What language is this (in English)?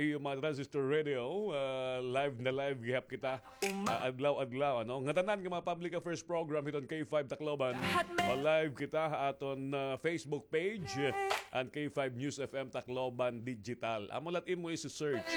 Waray